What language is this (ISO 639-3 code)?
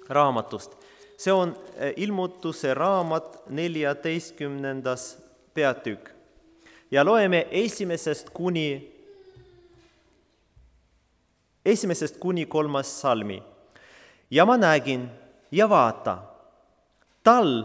est